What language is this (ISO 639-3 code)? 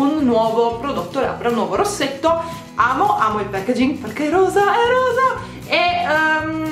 ita